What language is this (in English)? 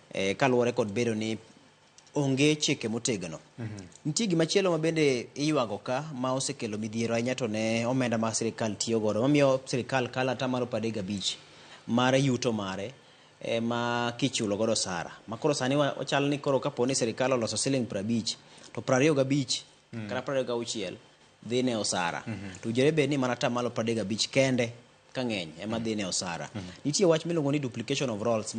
Luo (Kenya and Tanzania)